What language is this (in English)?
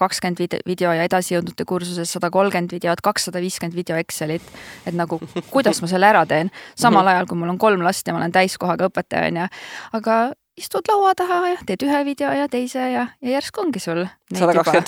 Estonian